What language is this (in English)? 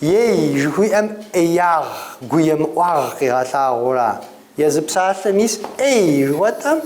Kabardian